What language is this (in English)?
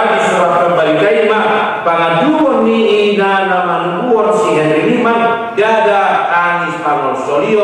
Batak Toba